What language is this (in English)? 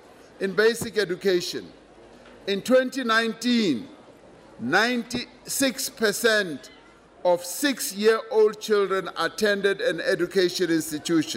English